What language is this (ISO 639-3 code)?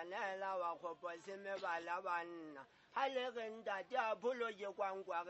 sot